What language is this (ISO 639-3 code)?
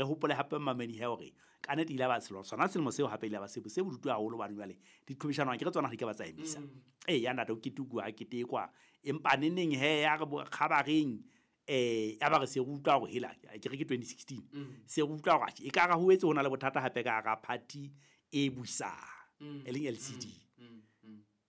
sot